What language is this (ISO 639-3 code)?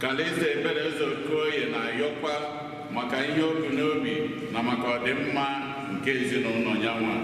ibo